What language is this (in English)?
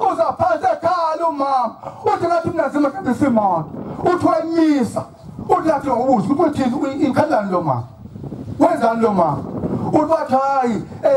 Zulu